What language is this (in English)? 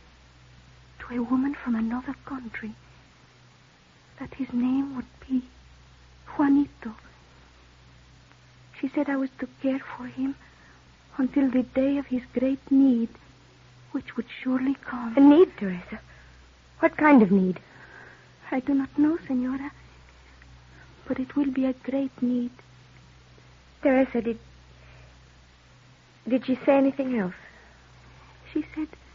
English